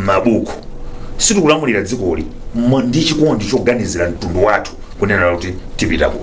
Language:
Nyanja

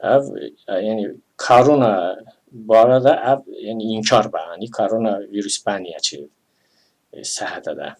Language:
Talysh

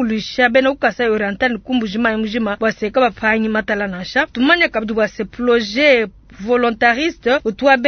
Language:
Luba-Lulua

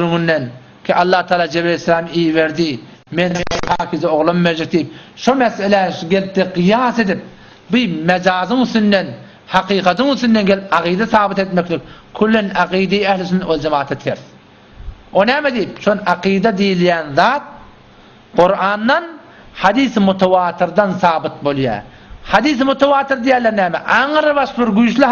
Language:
Turkmen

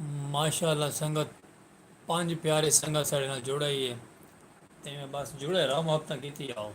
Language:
Saraiki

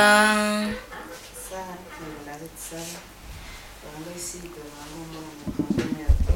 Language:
Nyankole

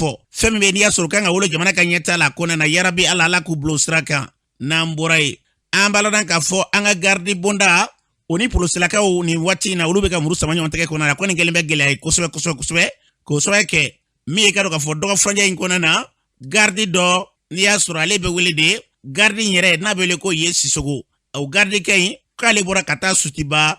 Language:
Bambara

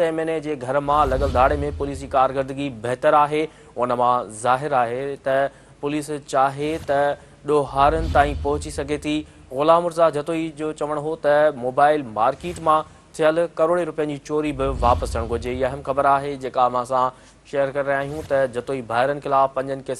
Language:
Sindhi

